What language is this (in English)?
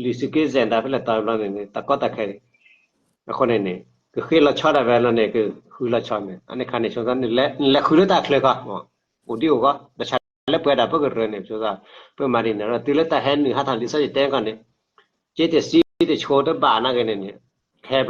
S'gaw Karen